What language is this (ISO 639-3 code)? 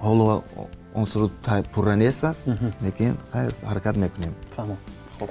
tgk